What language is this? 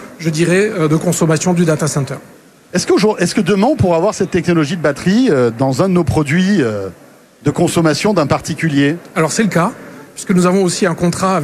French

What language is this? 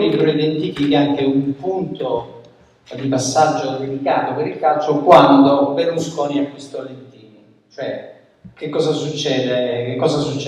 Italian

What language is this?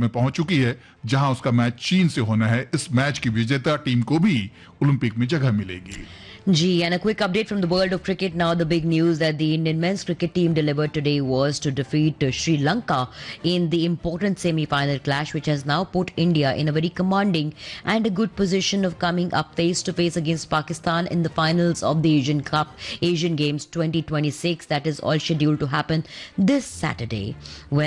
Hindi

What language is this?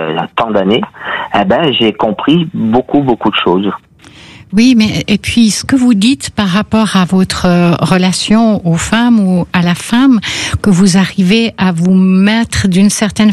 French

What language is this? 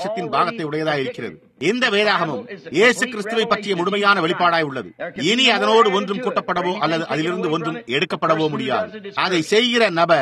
Tamil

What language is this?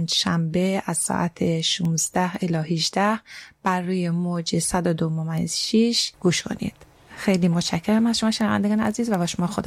Persian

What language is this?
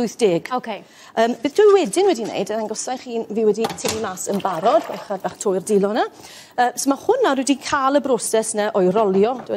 Welsh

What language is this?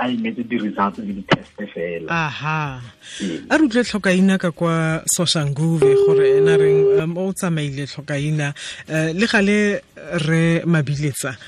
Tswana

